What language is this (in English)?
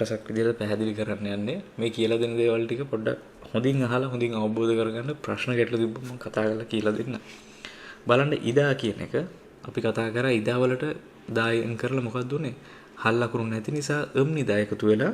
Sinhala